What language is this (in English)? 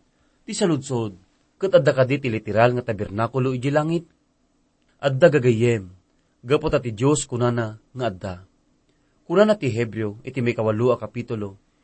Iloko